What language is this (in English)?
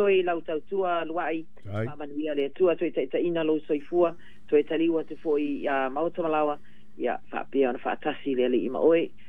Samoan